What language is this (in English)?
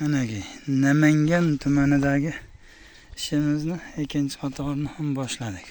Uzbek